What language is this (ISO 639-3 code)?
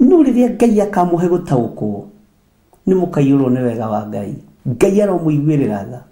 kik